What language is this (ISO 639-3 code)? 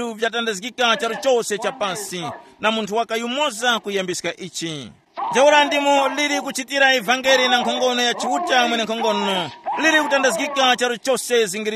tum